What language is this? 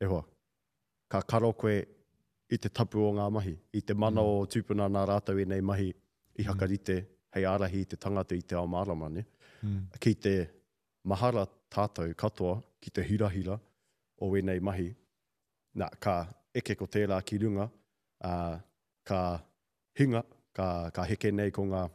Māori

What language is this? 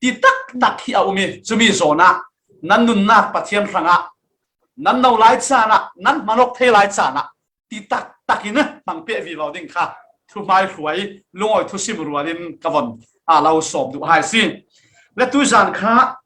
Falam Chin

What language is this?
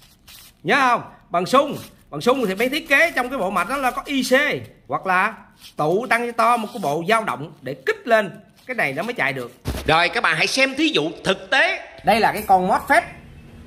Vietnamese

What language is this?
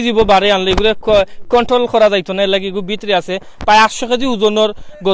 Sylheti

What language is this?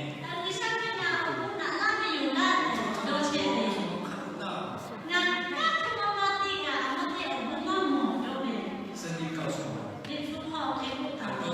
Lahu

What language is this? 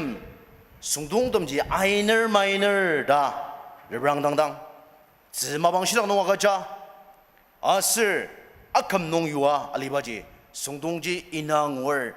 Ao Naga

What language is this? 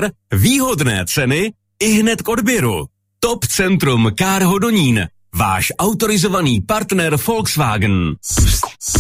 Czech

